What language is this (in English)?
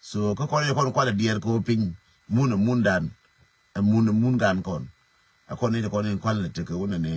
Nuer